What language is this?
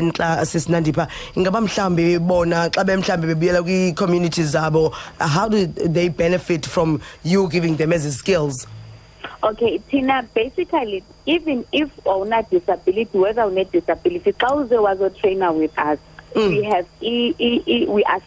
Xhosa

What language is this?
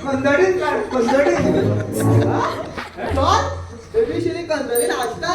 Konkani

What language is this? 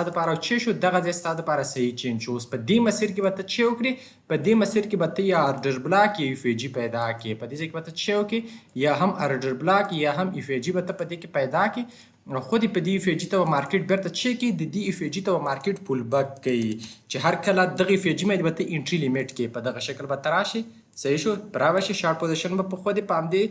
Pashto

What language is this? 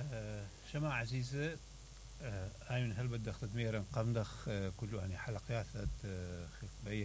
Mesopotamian Arabic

